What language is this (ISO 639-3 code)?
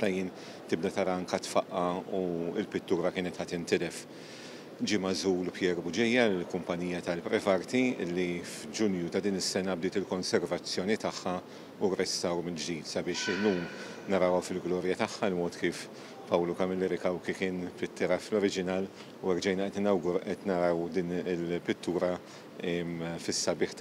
mlt